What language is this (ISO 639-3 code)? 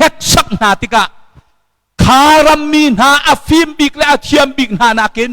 cnh